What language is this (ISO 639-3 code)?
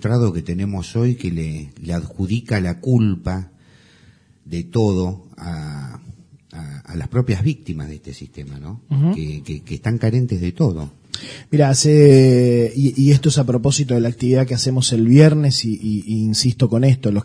spa